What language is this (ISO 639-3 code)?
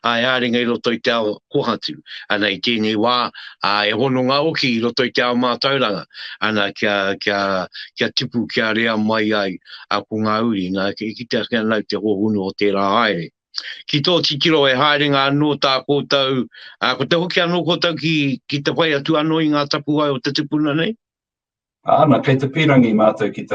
mri